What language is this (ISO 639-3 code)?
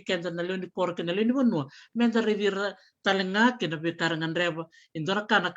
fij